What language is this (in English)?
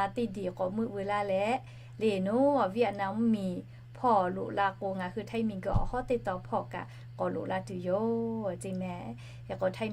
Lahu